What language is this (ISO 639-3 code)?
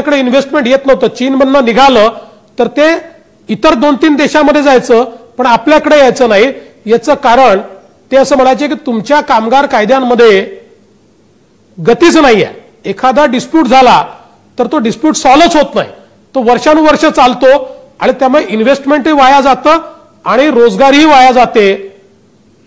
mar